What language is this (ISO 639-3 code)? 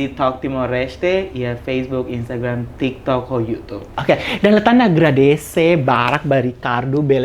tet